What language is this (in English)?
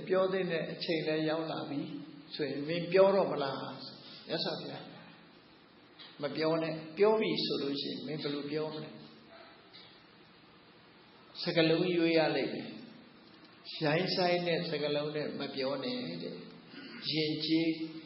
Burmese